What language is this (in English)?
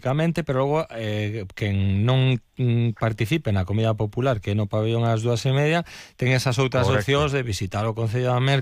Galician